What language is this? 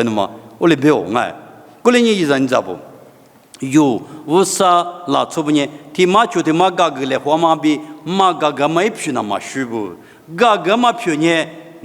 Lisu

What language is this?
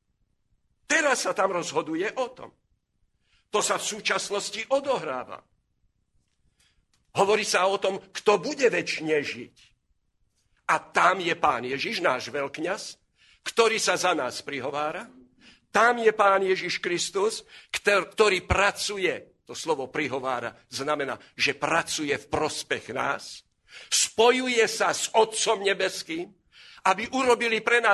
Slovak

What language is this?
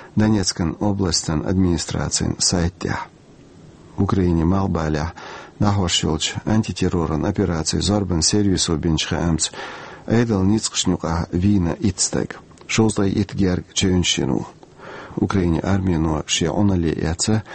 Chechen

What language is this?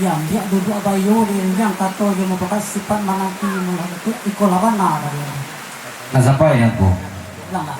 Minangkabau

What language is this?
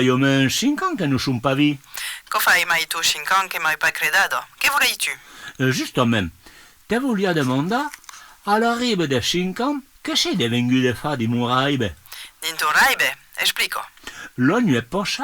Occitan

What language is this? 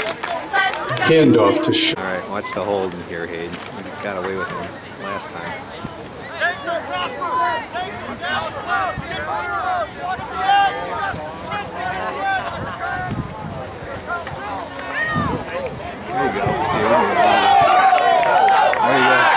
English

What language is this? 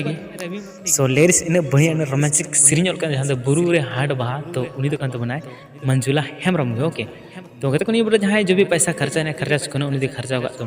Santali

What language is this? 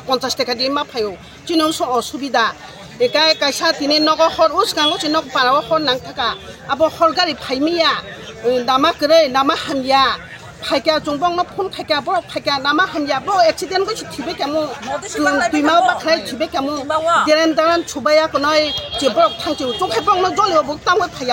Kok Borok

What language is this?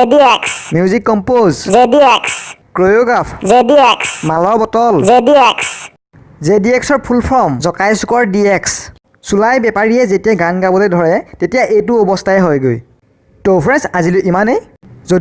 Assamese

